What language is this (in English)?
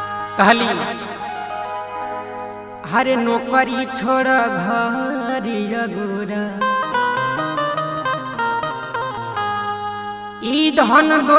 Bhojpuri